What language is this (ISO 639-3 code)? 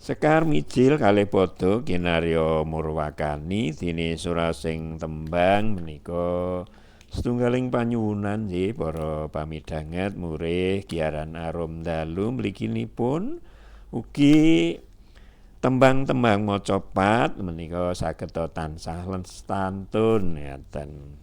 jav